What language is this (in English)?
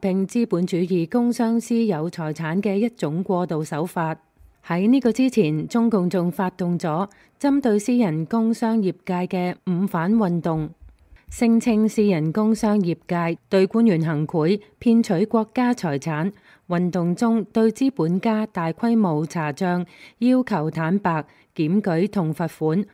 Cantonese